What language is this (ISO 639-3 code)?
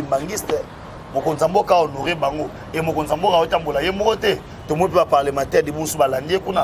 lin